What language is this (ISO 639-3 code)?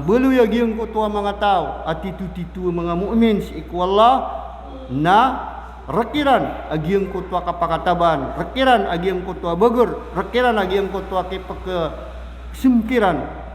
mrw